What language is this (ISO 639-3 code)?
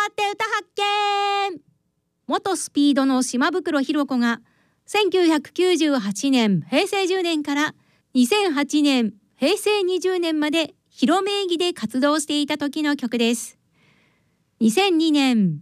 jpn